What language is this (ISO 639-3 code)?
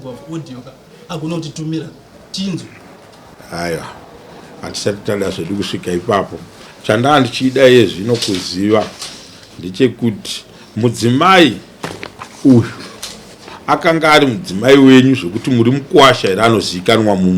sna